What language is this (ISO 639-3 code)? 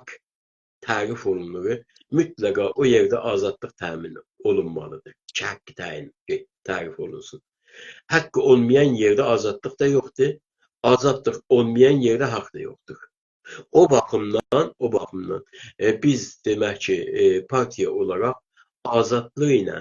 azb